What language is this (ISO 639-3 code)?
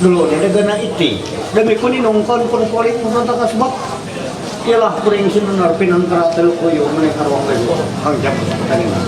mhy